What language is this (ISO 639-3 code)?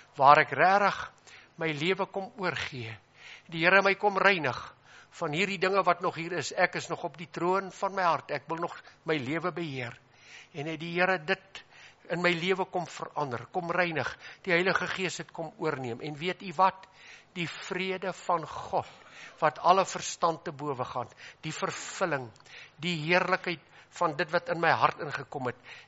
afr